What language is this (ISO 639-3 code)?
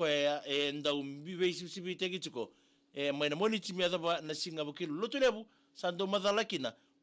fij